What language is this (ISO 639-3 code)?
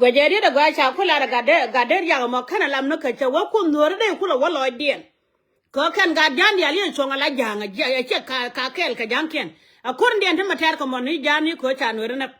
nus